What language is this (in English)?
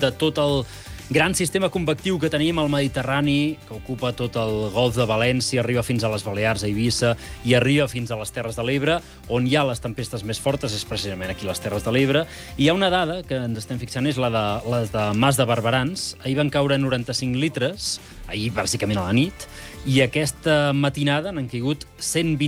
Catalan